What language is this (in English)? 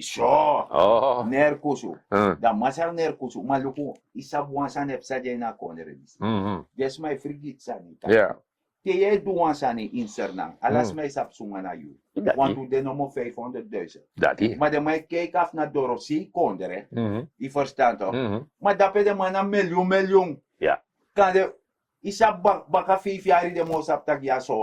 Sranan Tongo